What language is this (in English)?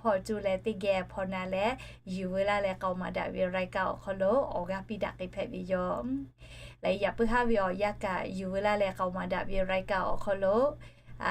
Lahu